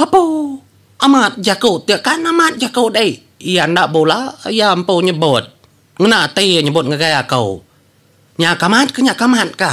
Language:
Iban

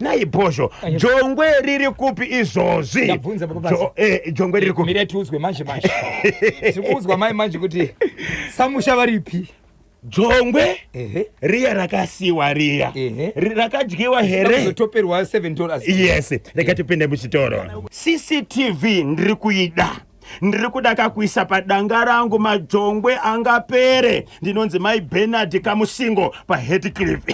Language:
Shona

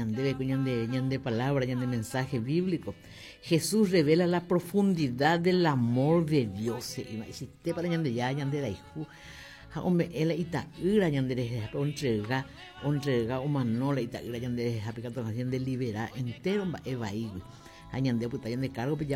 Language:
Guarani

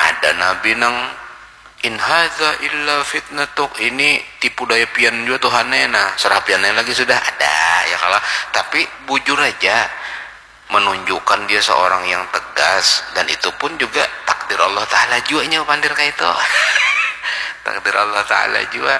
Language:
Banjar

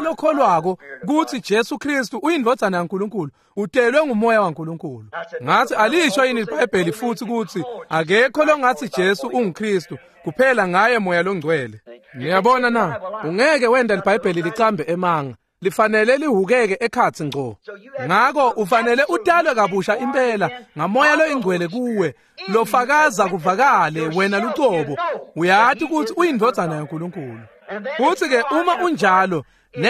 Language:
Swati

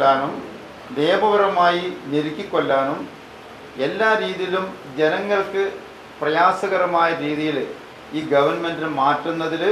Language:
Malayalam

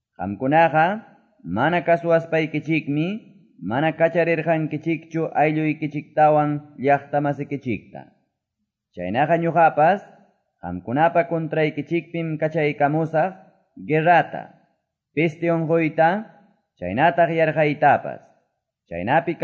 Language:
Quechua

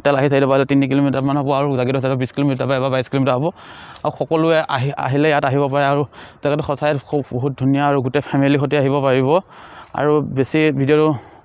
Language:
Assamese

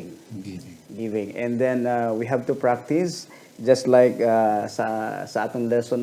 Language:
Hiligaynon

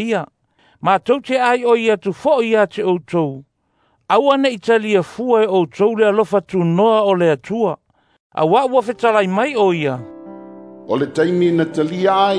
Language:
Samoan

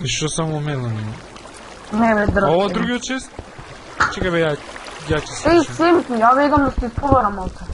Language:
Macedonian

